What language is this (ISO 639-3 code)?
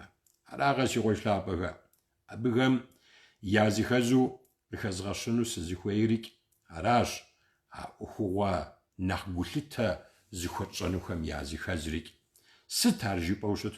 kbd